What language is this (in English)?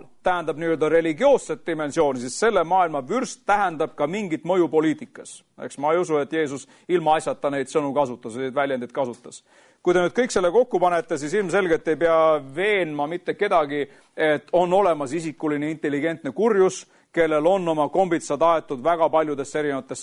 Estonian